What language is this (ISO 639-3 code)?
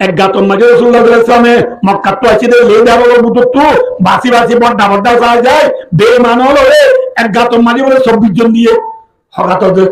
rhg